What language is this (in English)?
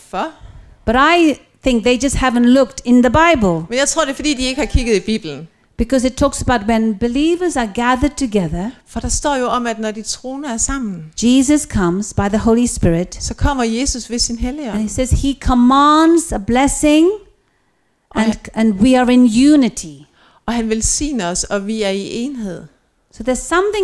Danish